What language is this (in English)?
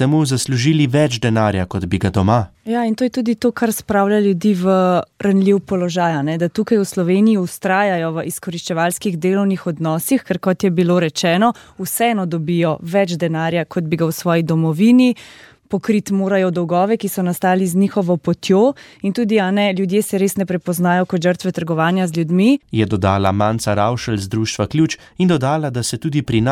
Slovenian